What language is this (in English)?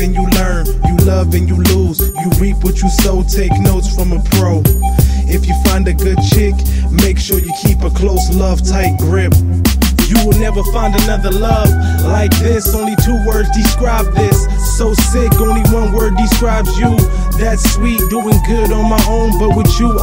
English